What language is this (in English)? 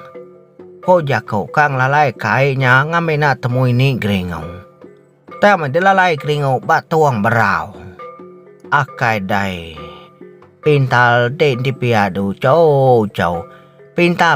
Iban